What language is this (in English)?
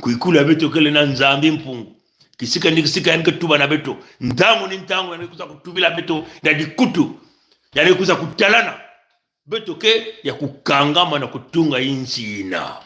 Kituba (Congo)